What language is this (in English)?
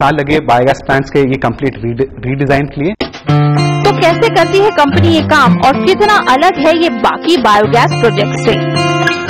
Hindi